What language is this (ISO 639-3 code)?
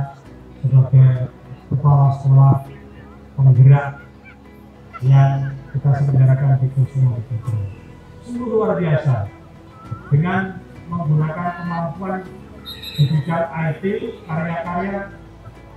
ind